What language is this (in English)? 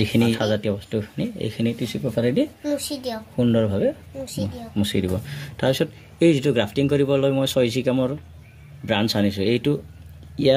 Assamese